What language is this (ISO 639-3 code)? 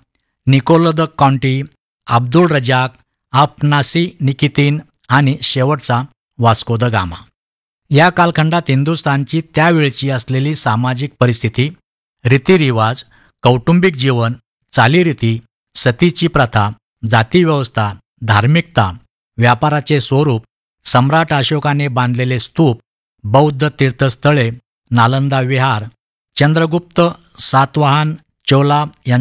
mar